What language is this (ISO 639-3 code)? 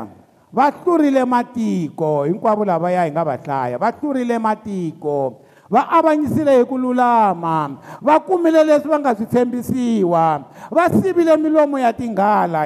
tso